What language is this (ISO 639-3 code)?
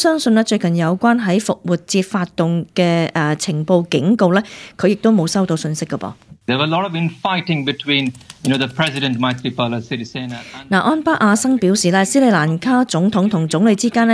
yue